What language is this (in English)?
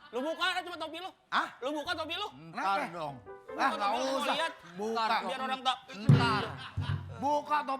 Betawi